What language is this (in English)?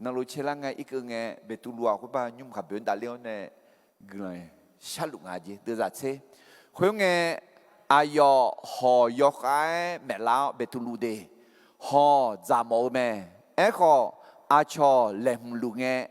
Akha